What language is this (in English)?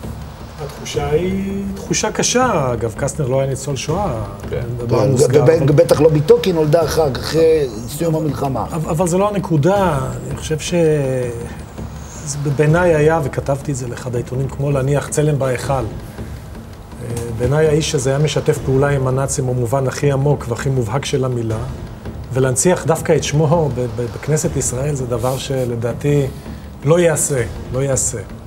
Hebrew